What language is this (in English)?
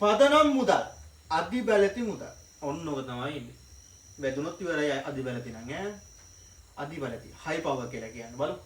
Sinhala